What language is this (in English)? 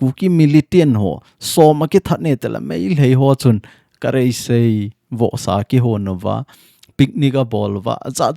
Thado Chin